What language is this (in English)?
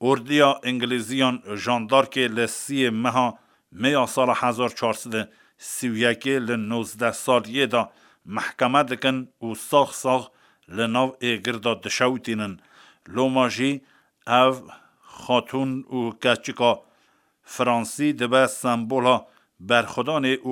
Kurdish